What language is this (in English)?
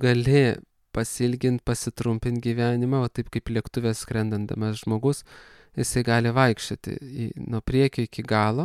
Lithuanian